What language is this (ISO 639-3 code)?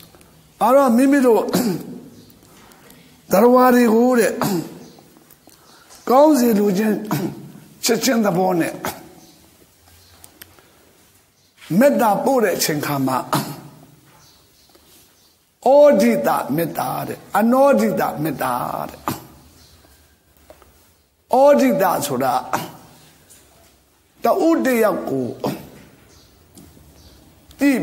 mya